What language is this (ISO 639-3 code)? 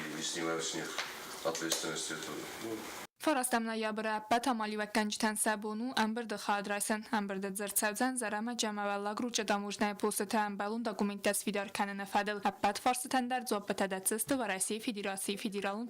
oss